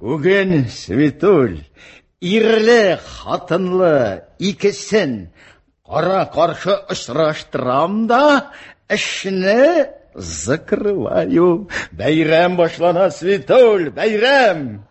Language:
Tatar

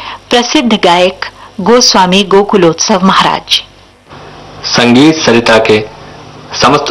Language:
Hindi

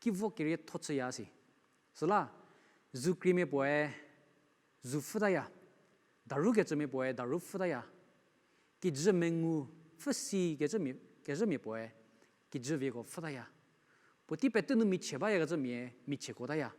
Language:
Angami Naga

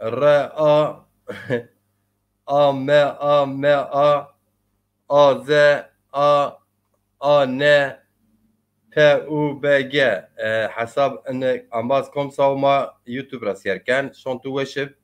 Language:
Zaza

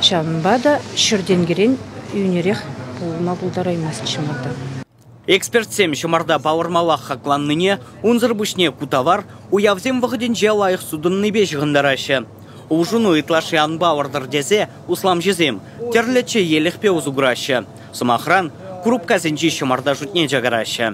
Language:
Chuvash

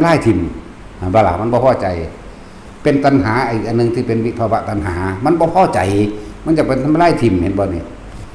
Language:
Northeastern Thai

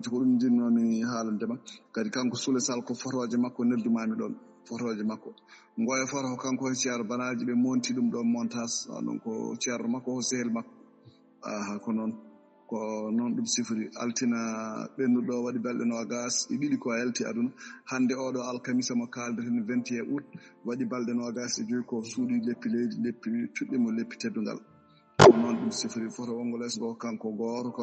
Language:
Fula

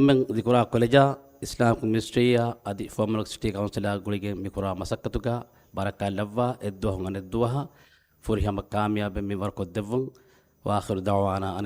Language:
Divehi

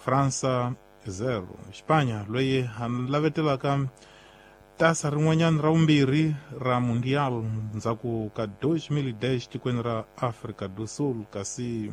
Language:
Tsonga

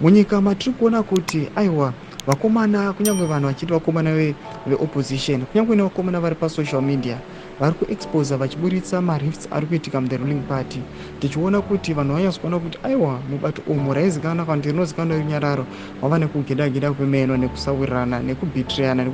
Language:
Shona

